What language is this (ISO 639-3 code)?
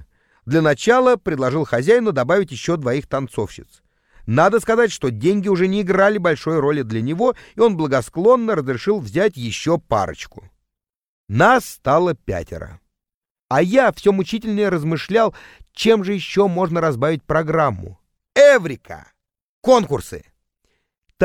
rus